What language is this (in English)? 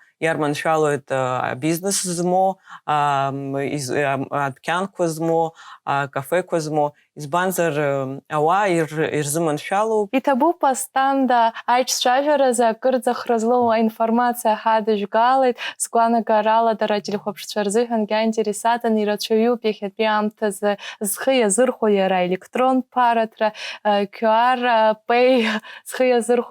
Abkhazian